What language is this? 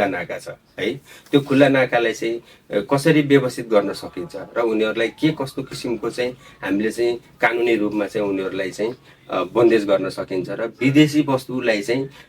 Nepali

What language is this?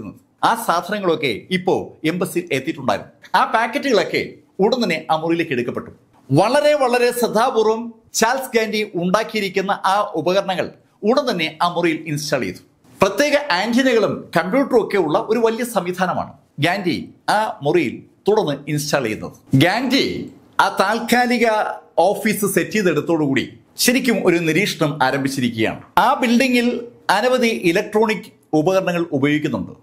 Malayalam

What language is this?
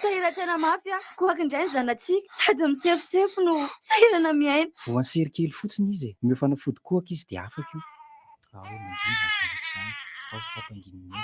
Malagasy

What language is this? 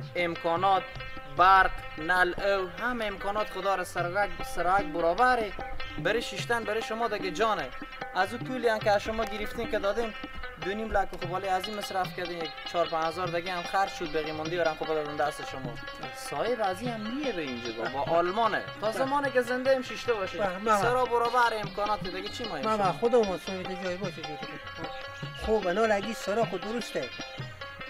Persian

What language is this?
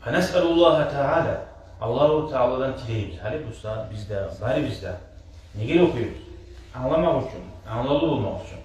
Kumyk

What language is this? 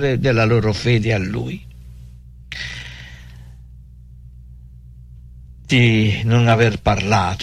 Italian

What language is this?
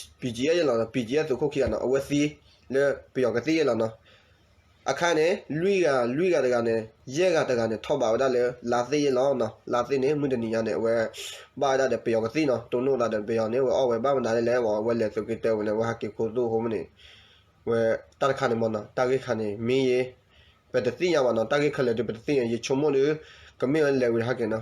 S'gaw Karen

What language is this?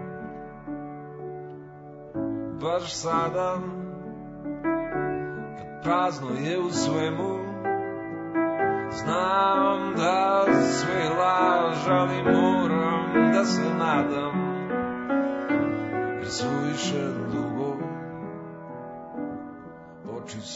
Serbian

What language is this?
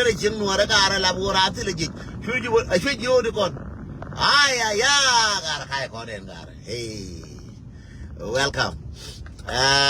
Nuer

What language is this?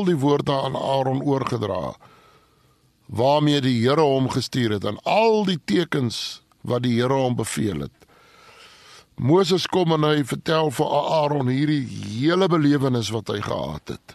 Afrikaans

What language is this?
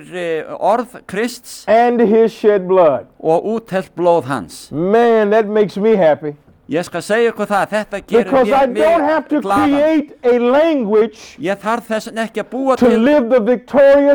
Icelandic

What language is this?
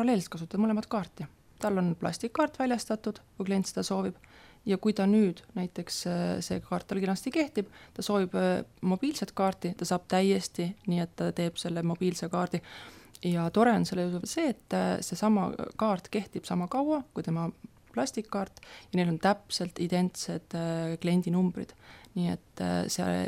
Estonian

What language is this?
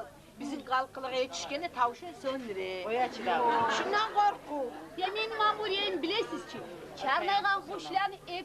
Kumyk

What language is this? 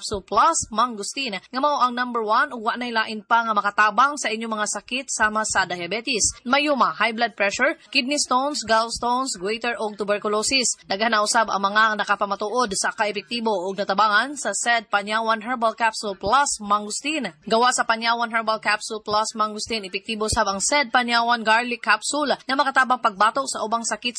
Cebuano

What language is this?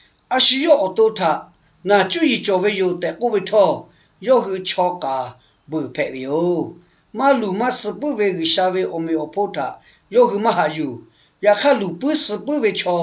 Lahu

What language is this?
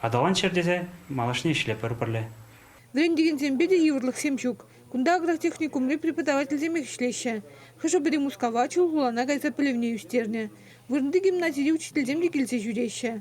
Chuvash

